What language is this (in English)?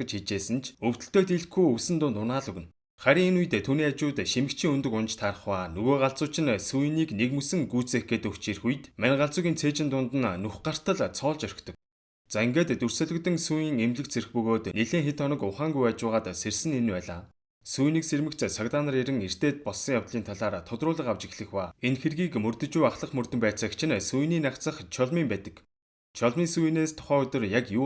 Mongolian